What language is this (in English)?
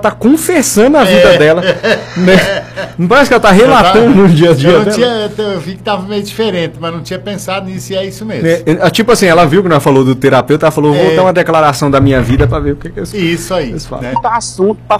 Portuguese